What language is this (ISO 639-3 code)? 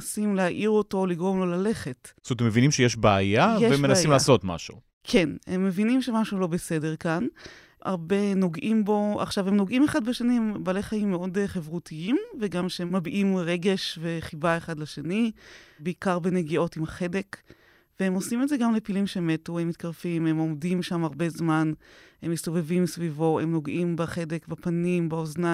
heb